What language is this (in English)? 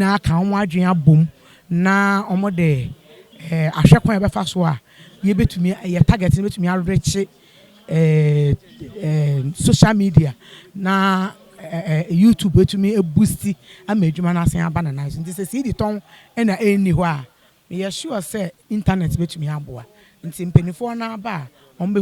Akan